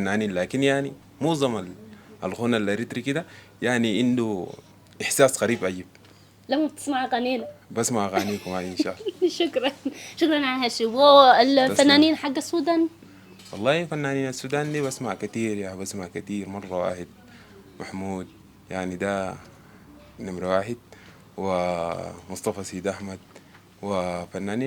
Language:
Sudanese Arabic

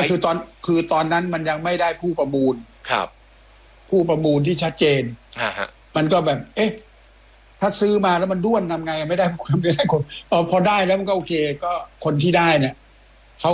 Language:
Thai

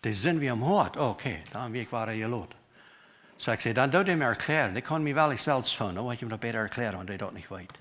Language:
Plautdietsch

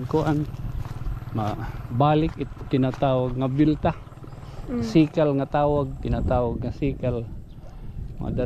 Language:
Waray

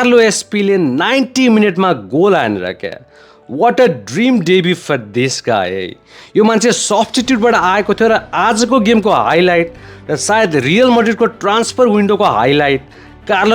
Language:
Nepali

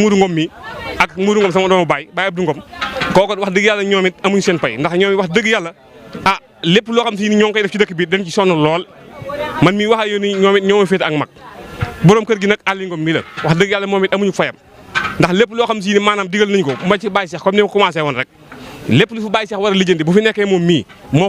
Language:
Wolof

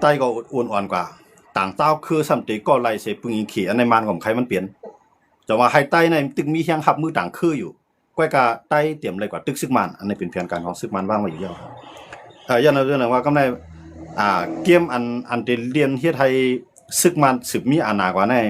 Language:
Shan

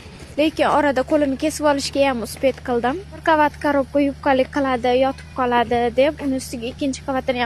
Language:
Uzbek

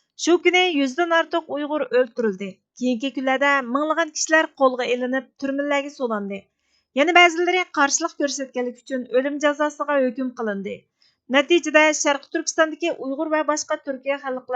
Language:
Uyghur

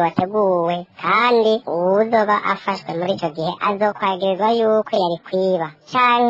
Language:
Rundi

